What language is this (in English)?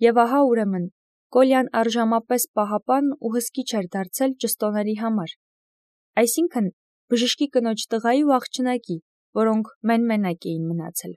Armenian